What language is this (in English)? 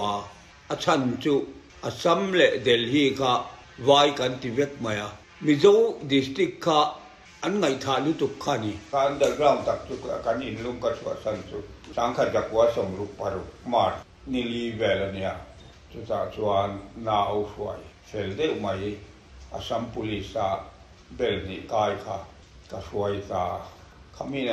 Mizo